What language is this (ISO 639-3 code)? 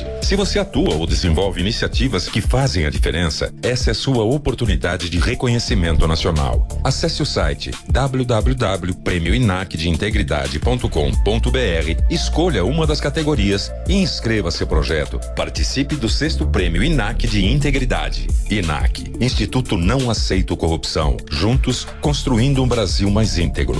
por